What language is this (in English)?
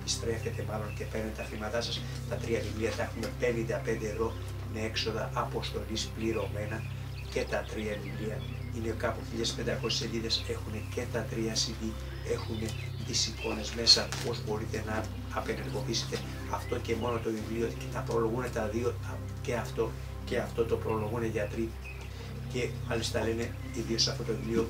Greek